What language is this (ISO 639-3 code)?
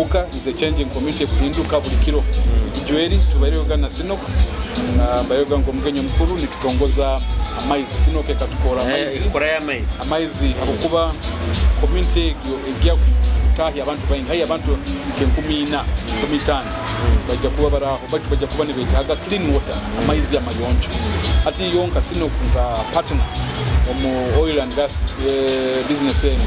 nyo